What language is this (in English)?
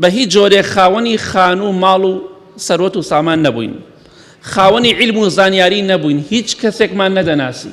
Central Kurdish